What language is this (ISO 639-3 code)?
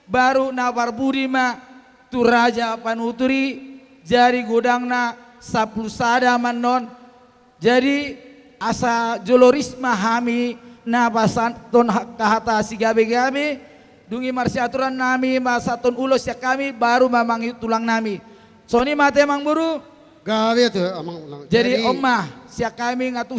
bbc